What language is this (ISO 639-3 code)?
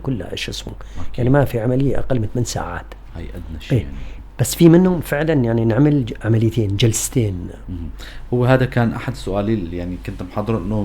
apc